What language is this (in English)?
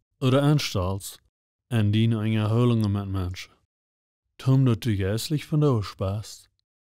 Plautdietsch